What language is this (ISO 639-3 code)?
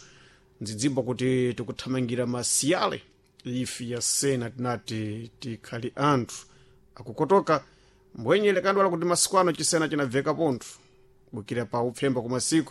seh